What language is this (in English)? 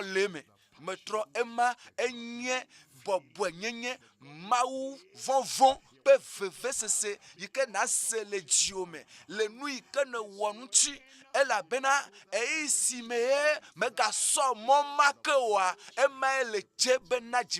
Ewe